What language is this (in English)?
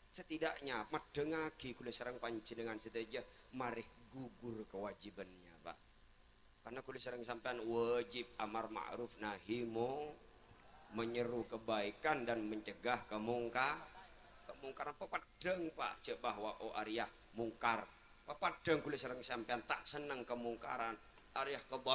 Madurese